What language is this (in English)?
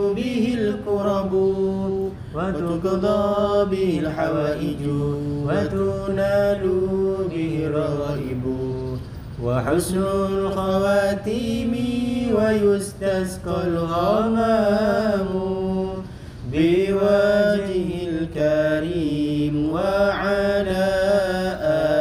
Arabic